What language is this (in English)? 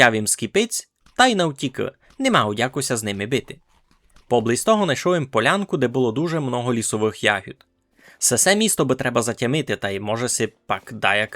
Rusyn